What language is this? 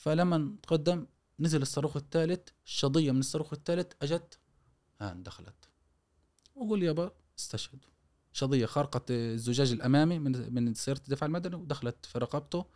Gulf Arabic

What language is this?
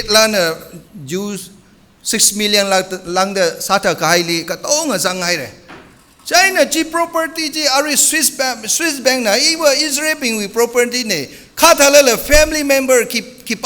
Tangkhul Naga (India)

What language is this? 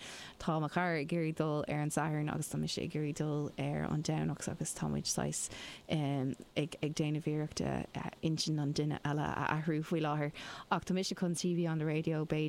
Irish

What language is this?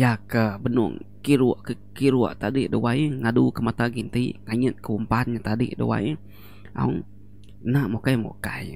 Iban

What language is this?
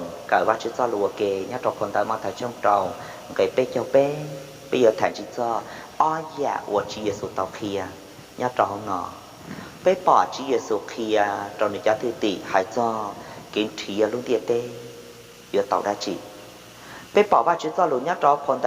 Hmong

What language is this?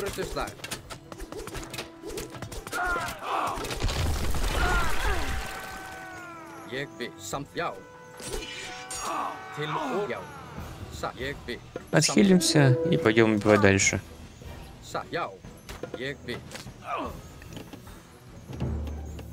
Icelandic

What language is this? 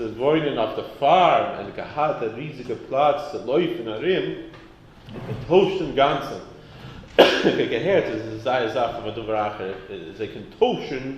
Yiddish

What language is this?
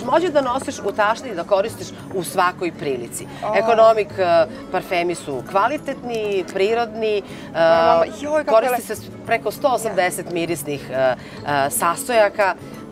Serbian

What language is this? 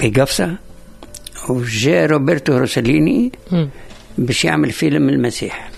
Tunisian Arabic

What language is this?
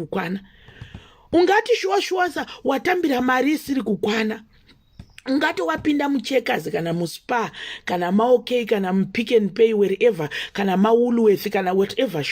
Shona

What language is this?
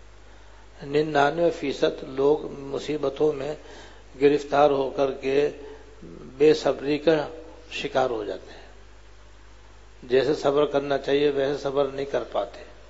Urdu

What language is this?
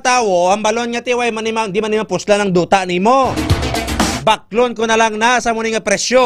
Hiligaynon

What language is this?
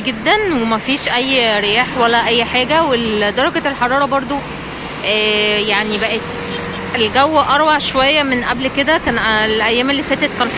Egyptian Arabic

